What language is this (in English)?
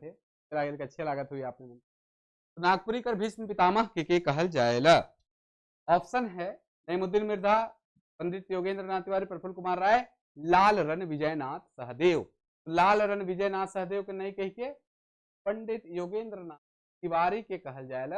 Sadri